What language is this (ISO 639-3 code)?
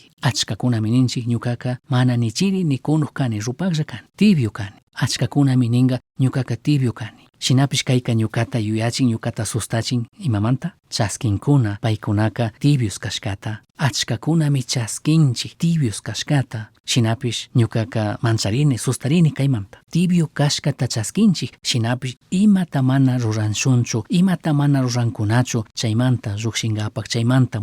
qug